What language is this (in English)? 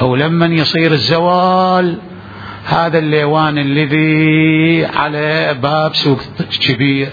Mesopotamian Arabic